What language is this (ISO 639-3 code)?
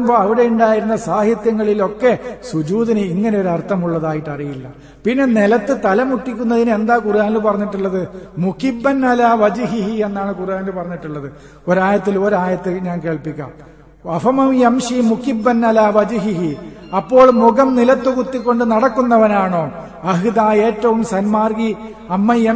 mal